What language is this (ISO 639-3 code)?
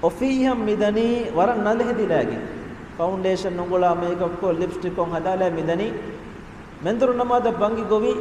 div